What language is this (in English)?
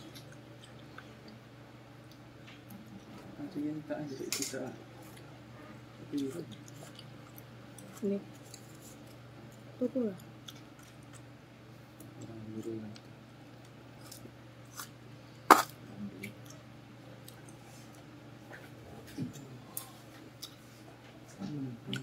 Indonesian